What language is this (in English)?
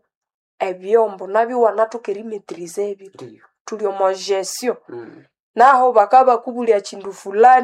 Nande